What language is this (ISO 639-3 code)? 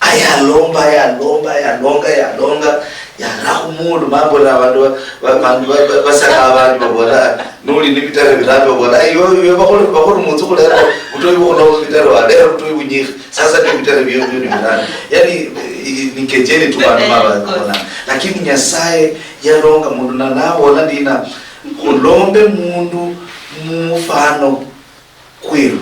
luy